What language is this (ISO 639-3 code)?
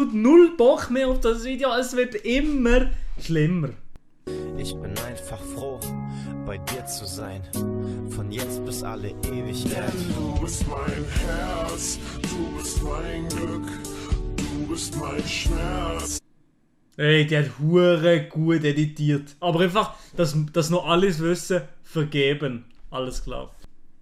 gsw